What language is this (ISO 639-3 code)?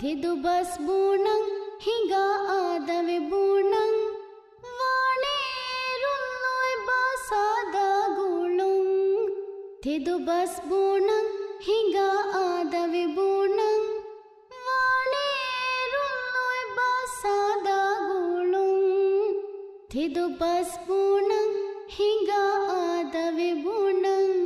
div